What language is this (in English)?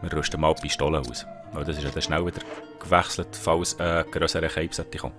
Swiss German